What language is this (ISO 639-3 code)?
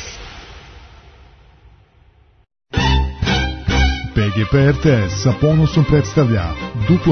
srp